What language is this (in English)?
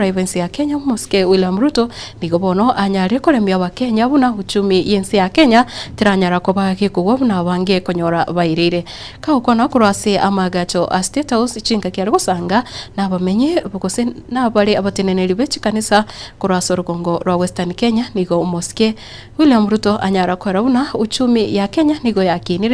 Gusii